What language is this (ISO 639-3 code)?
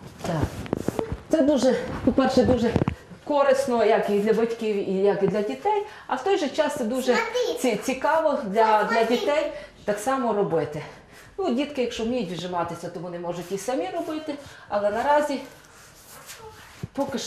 ukr